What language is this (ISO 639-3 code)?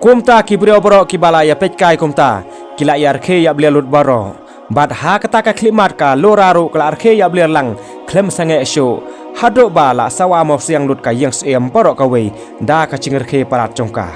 kha